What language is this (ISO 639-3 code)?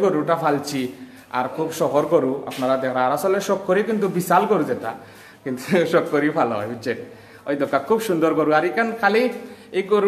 syl